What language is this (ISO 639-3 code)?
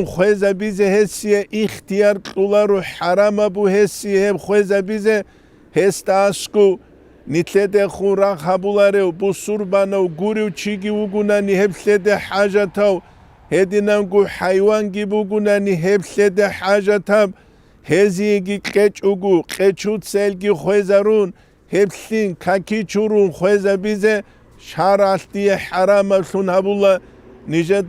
ava